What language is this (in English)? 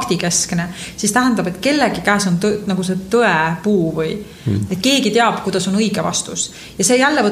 Estonian